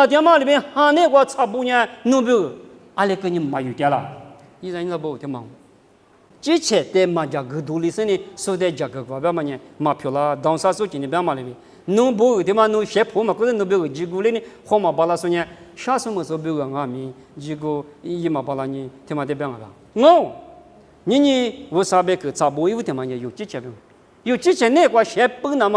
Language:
Lisu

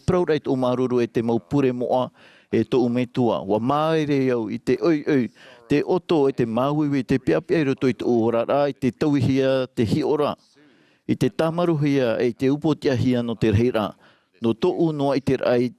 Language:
Tahitian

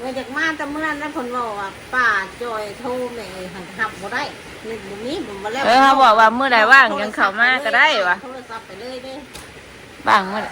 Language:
Northeastern Thai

